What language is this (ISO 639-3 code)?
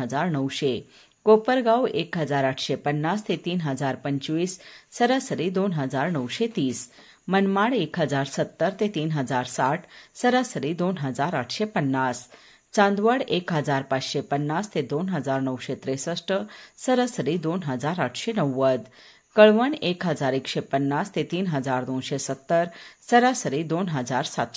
mar